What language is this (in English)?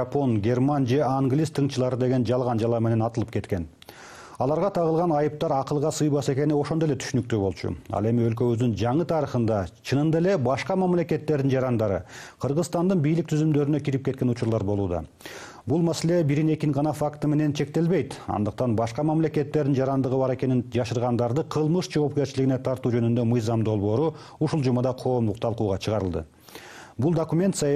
Kyrgyz